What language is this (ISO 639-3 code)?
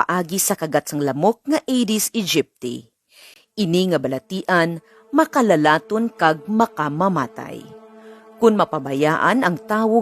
hil